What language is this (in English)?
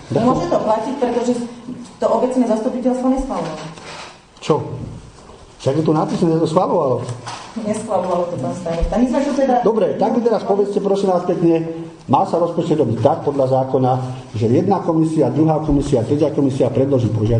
Slovak